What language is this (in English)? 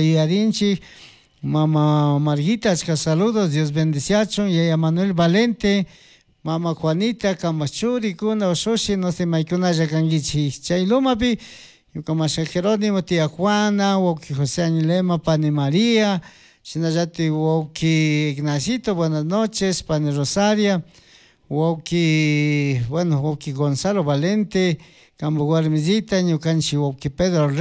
Chimborazo Highland Quichua